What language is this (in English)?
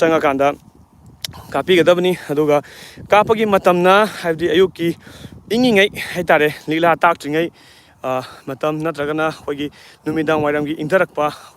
Manipuri